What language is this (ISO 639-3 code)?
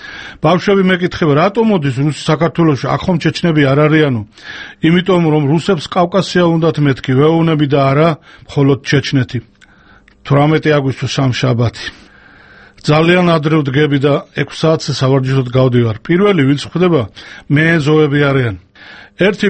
kat